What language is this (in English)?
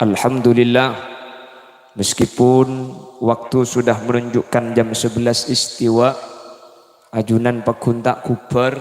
Madurese